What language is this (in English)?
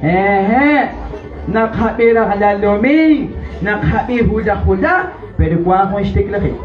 Kekchí